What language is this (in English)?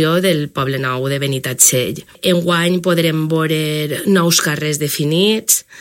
Catalan